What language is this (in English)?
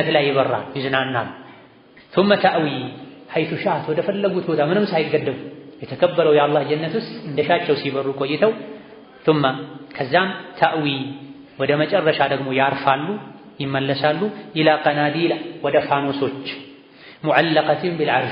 Amharic